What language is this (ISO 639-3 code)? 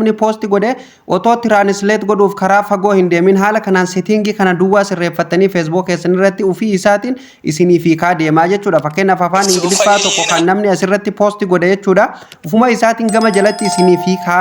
orm